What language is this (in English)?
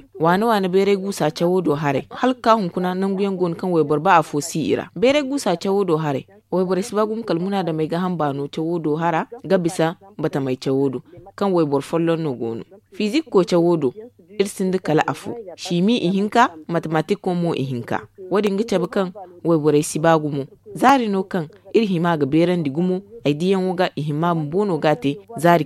Zarma